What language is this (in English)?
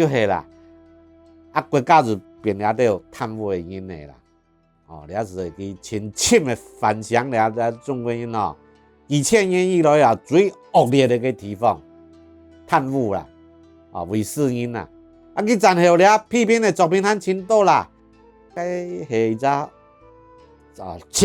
Hakka Chinese